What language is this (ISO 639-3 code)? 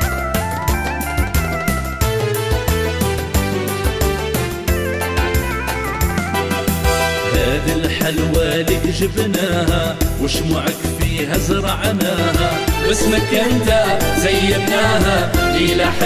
arq